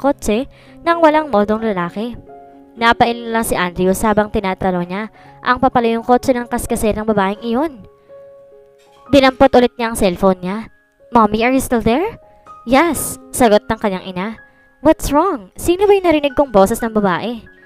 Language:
Filipino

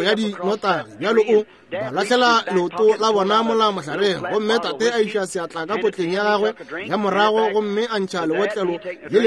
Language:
Northern Sotho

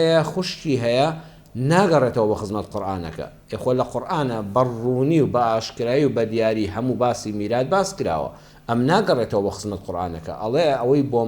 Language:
Central Kurdish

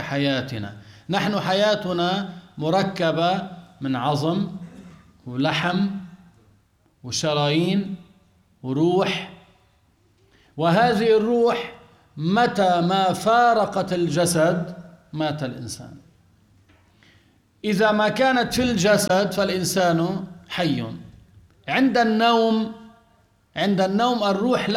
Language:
Arabic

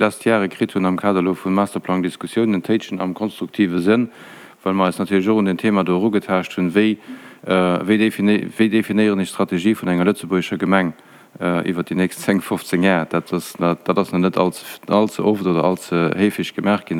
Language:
Luxembourgish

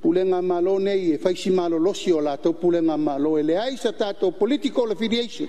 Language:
Samoan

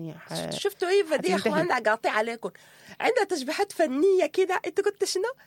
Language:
Sudanese Arabic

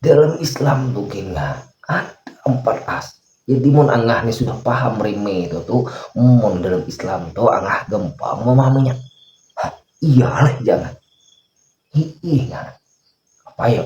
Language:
Banjar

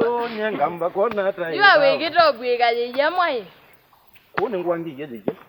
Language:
Kamba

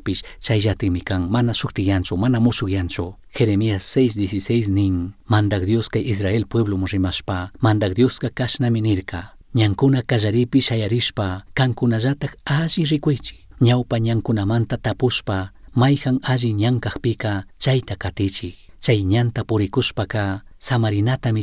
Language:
Chimborazo Highland Quichua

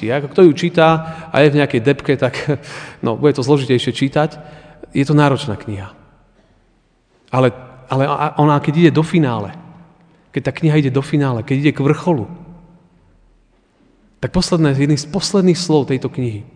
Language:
Slovak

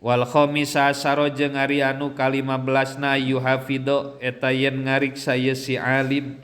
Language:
Sundanese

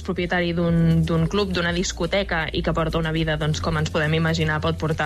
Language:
Catalan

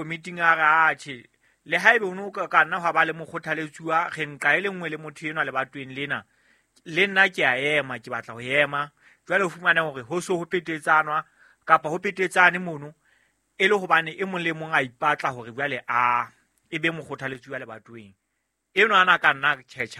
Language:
Southern Sotho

